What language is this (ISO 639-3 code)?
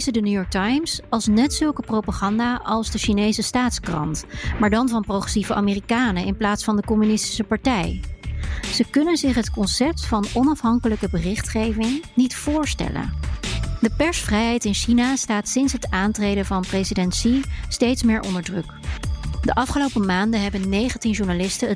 nld